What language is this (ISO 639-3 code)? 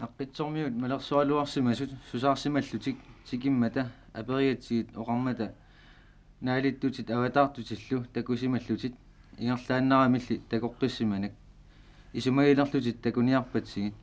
kal